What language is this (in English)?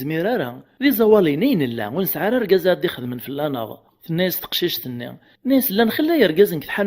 Kabyle